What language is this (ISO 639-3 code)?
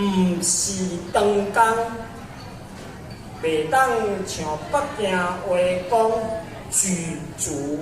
nan